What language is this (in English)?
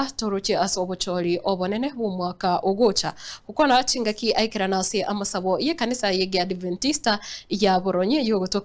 Gusii